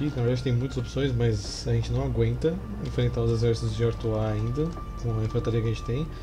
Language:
Portuguese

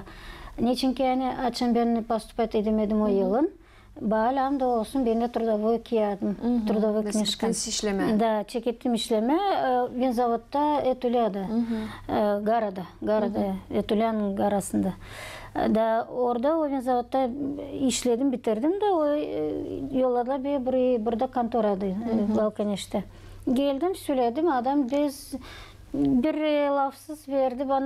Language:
Gagauz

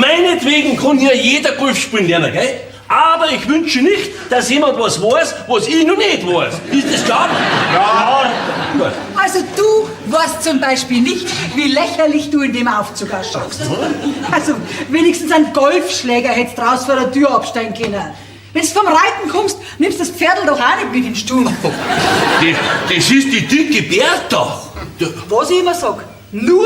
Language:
Bavarian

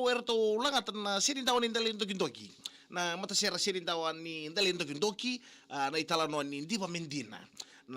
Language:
Fijian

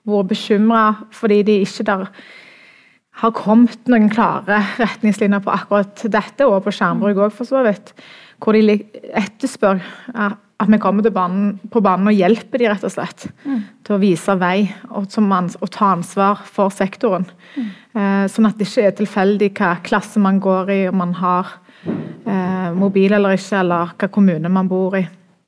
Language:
Norwegian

